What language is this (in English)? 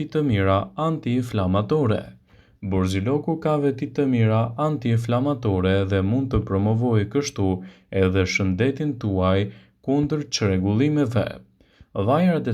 Albanian